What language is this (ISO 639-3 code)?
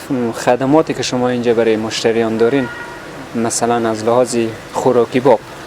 fas